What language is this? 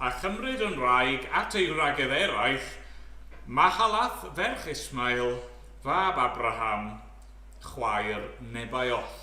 Welsh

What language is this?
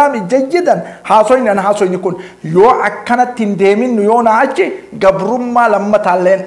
Oromo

